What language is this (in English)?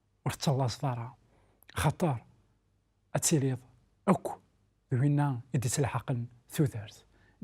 Kabyle